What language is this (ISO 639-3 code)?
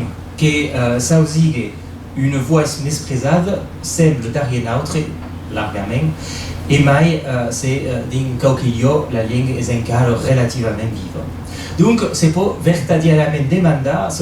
oci